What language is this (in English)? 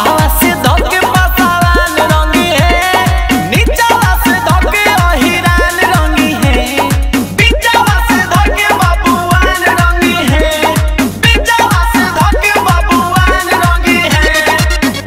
Magahi